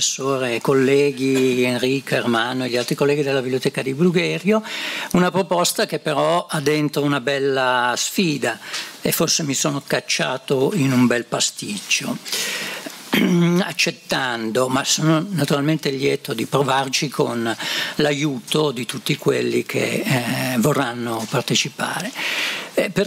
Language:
Italian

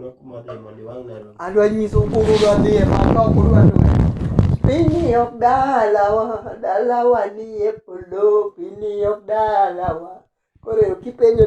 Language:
Luo (Kenya and Tanzania)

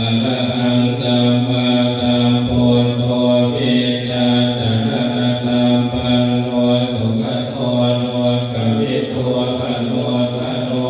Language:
Pali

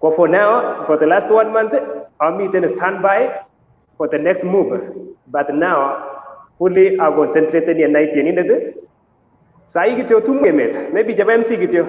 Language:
Kalenjin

